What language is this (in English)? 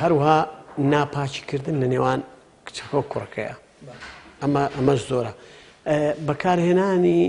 Central Kurdish